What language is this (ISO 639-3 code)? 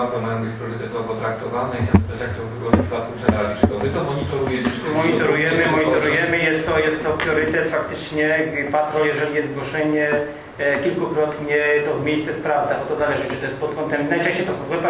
pol